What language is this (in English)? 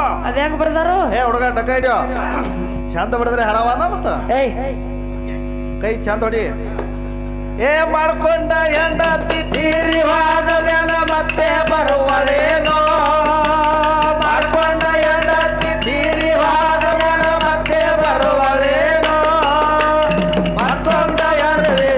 Kannada